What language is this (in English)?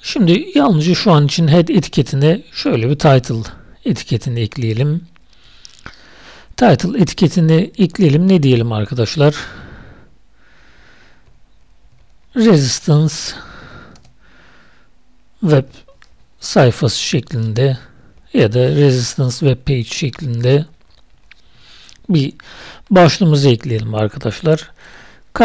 Turkish